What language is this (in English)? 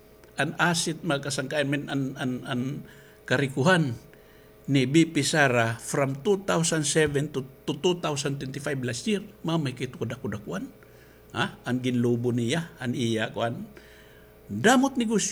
Waray